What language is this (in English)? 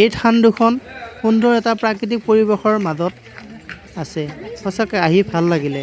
Assamese